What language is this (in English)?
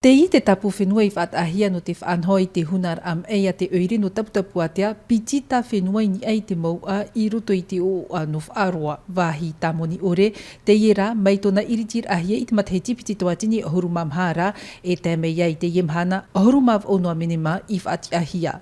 Tahitian